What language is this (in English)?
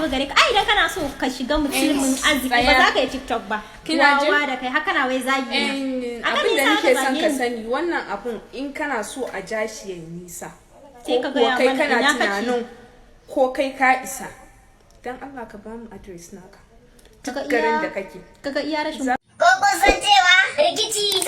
Hausa